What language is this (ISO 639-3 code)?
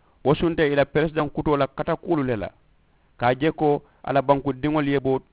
man